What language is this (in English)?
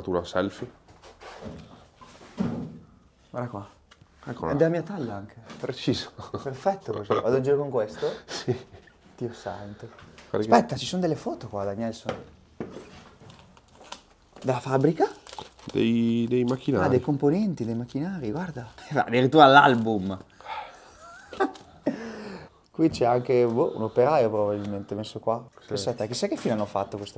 Italian